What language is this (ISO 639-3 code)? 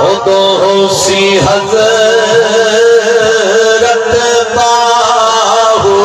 skr